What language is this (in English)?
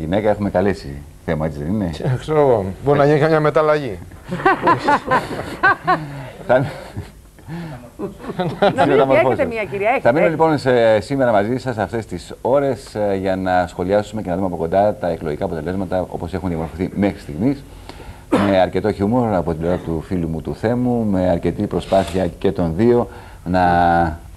Greek